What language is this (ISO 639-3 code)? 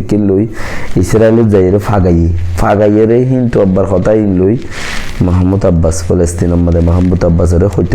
rhg